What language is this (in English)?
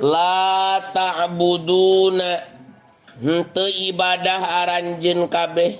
Sundanese